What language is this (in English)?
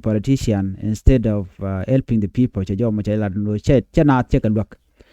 Nuer